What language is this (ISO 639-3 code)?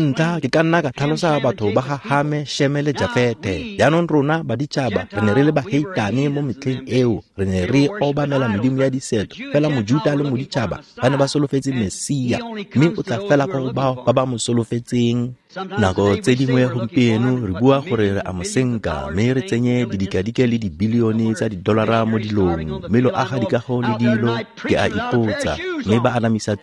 tsn